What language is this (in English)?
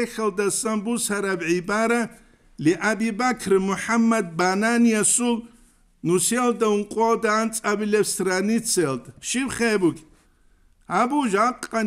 Avaric